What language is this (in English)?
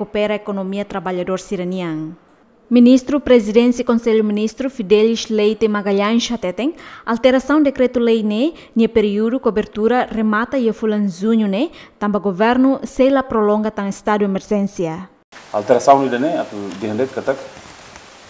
Tetum